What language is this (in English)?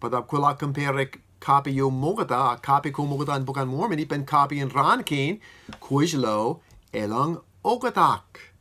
Marshallese